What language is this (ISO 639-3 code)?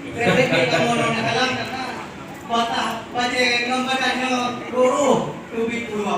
ace